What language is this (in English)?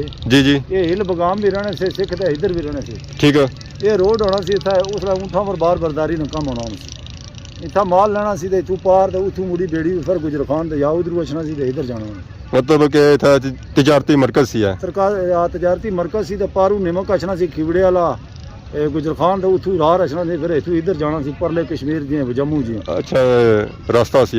Pahari-Potwari